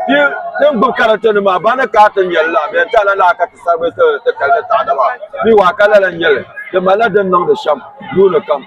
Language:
Dagbani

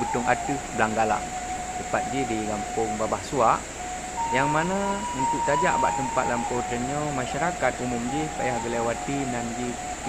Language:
Achinese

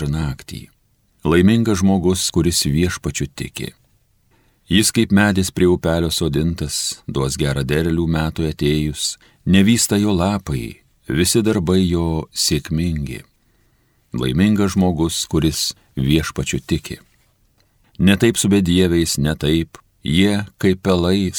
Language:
Lithuanian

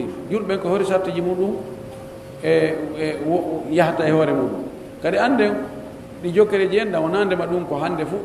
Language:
Pular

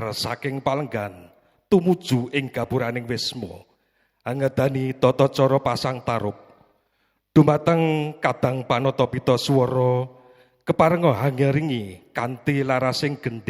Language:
Javanese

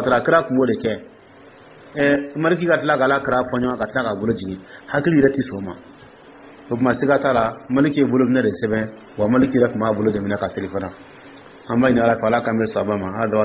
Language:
Dyula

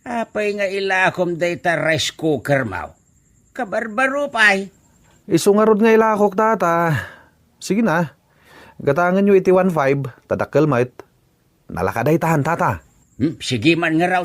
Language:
Iloko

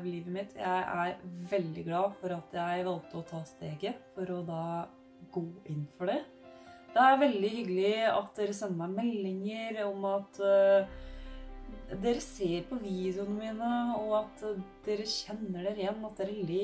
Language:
Norwegian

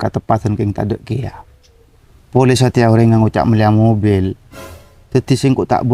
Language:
Madurese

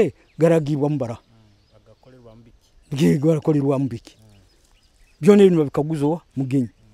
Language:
Nyoro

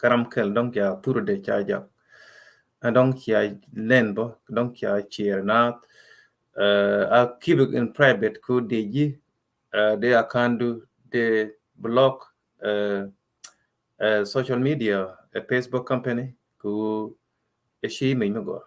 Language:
Nuer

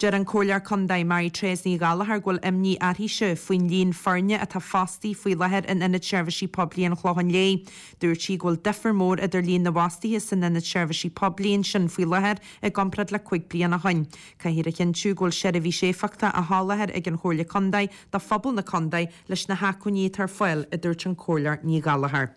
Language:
Irish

